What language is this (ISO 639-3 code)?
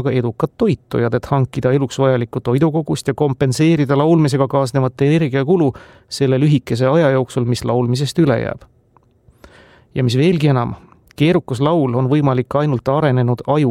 est